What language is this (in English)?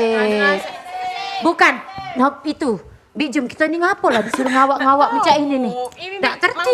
Musi